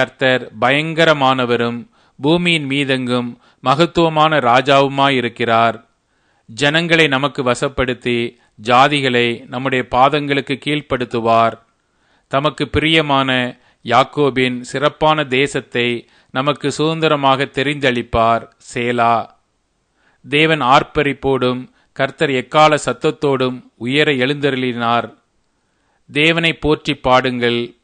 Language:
Tamil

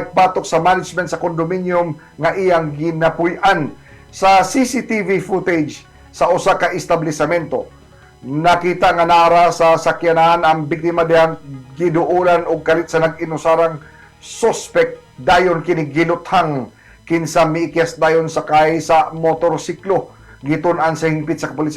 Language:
Cebuano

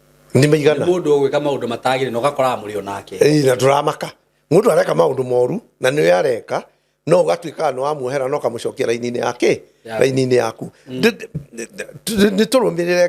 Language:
Kikuyu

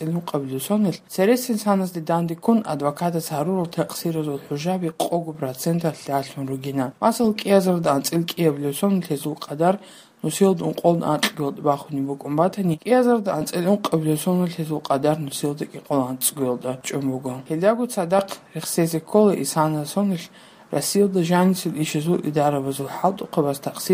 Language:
Avaric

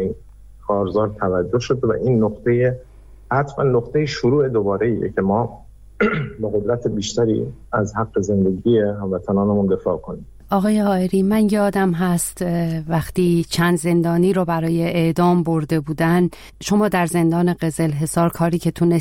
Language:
Persian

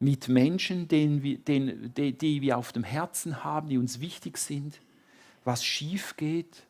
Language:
Swiss German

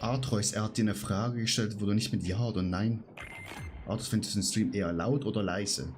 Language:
Swiss German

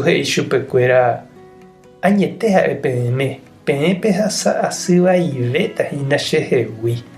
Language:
Guarani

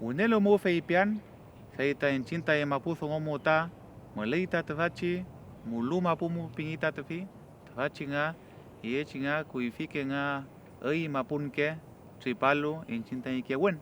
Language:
Mapuche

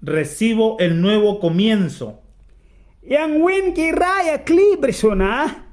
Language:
Mískito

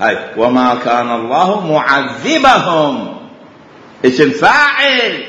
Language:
Mesopotamian Arabic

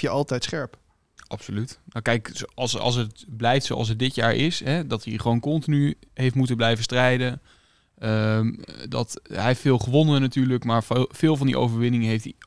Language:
Dutch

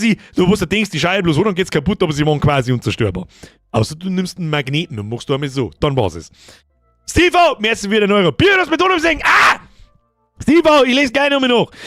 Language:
Bavarian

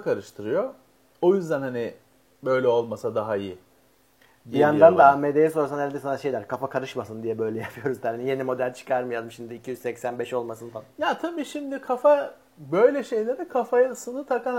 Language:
Turkish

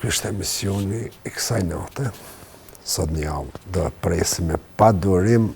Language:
Albanian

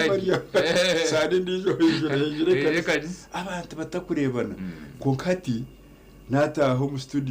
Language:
Nyankole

